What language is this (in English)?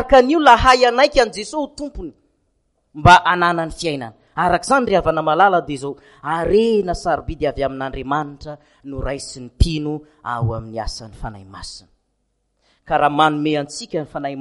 Malagasy